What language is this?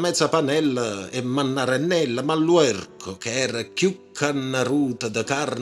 Neapolitan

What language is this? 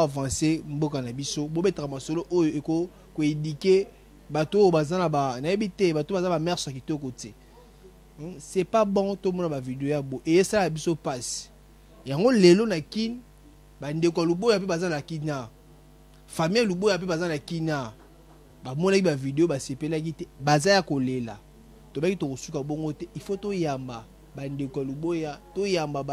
Lingala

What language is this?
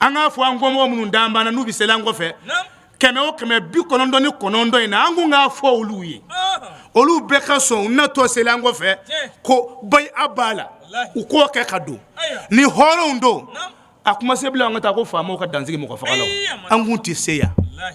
Bambara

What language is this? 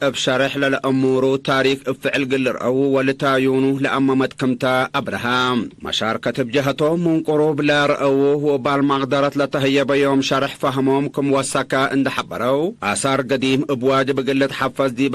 Tigre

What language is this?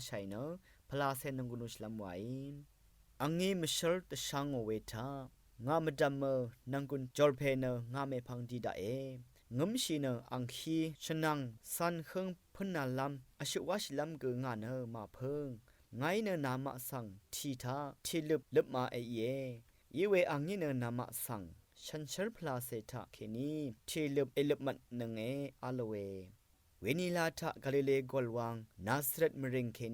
Rawang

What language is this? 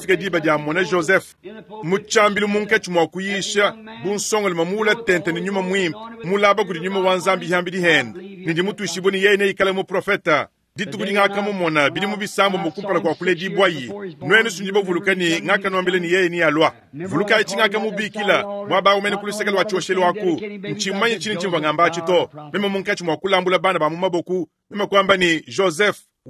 Luba-Lulua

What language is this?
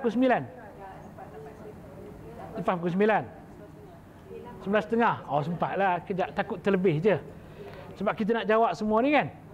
Malay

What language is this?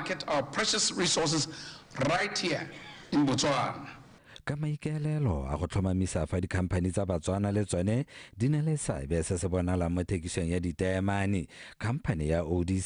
Tswana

